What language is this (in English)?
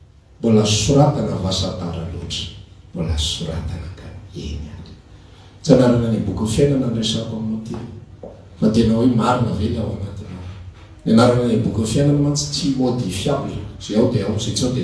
Malagasy